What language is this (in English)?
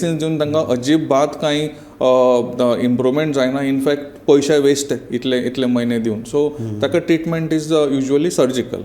Konkani